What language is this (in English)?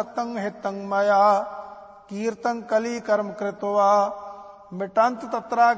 Punjabi